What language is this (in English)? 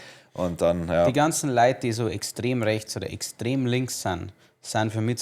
Bavarian